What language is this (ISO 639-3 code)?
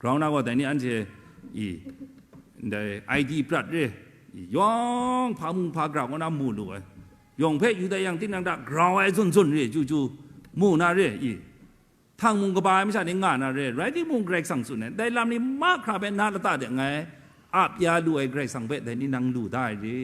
kac